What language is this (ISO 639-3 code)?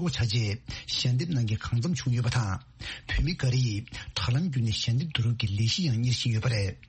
bod